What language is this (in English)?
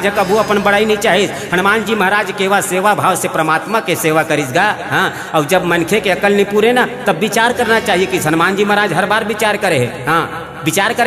Chhattisgarhi